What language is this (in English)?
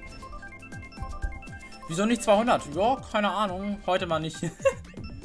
German